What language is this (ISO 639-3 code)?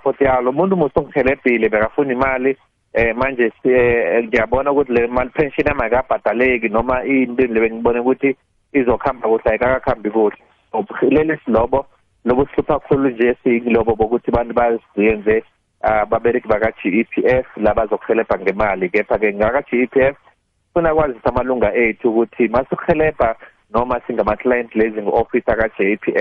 nbl